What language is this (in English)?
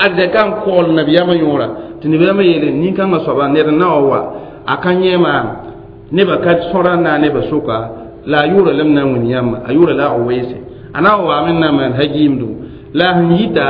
Mossi